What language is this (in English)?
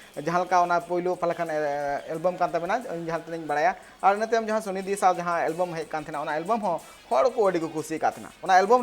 Santali